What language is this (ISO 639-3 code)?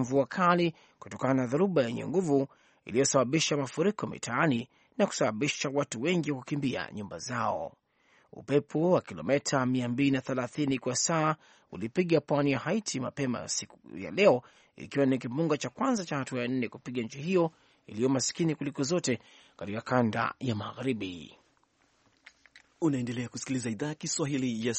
swa